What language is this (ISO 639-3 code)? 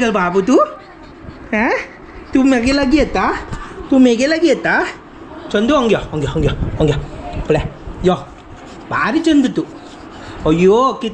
kok